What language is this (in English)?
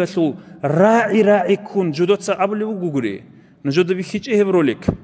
Avaric